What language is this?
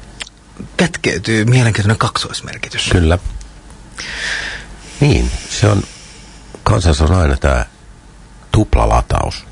Finnish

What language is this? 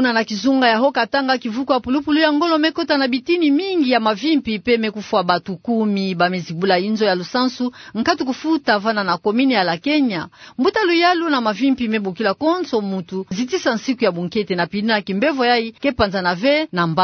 Kituba (Democratic Republic of Congo)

